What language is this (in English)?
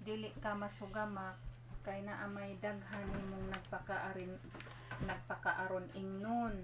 Cebuano